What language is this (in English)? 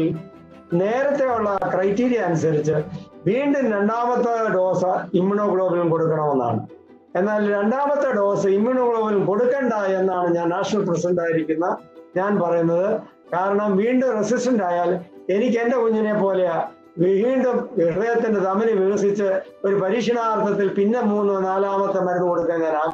Malayalam